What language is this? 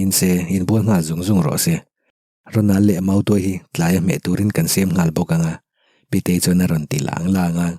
Mizo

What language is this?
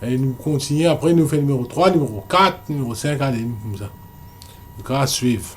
Morisyen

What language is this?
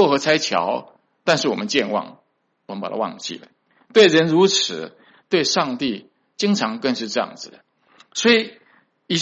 Chinese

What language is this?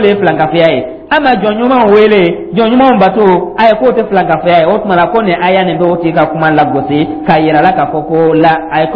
Dyula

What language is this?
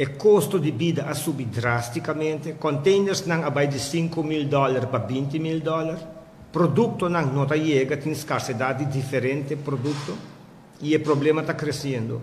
Papiamento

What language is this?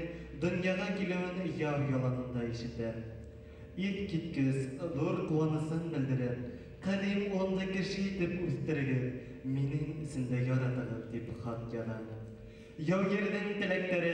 Bashkir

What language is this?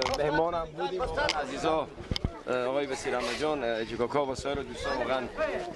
Persian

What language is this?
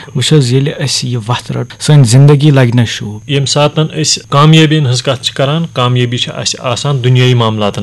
Kashmiri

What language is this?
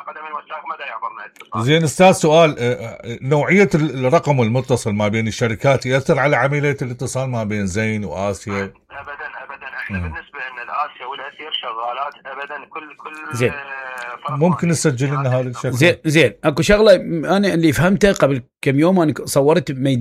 Mesopotamian Arabic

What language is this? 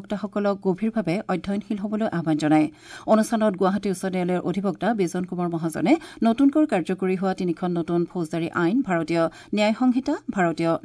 Assamese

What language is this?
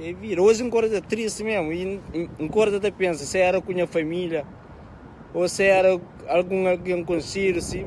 Kabuverdianu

